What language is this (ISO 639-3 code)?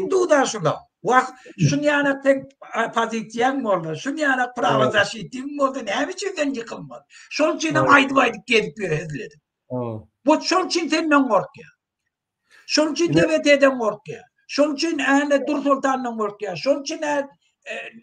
tuk